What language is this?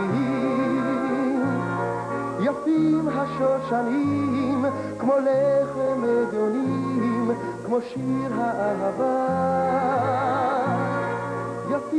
Hebrew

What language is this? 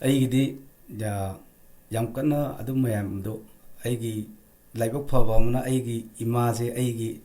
Manipuri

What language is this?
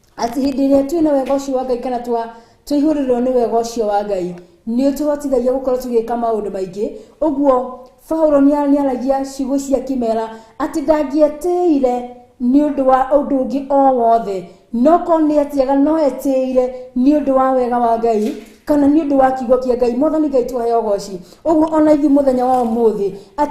Kikuyu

